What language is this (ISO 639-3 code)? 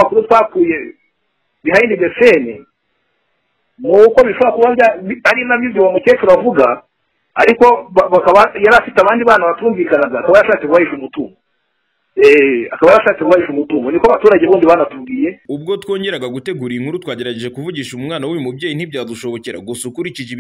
kin